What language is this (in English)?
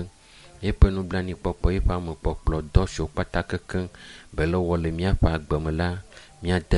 Ewe